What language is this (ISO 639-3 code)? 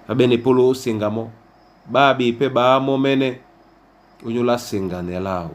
dua